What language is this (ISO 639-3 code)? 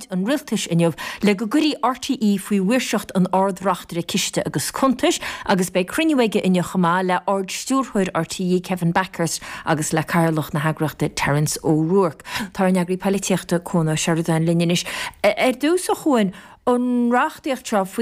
gle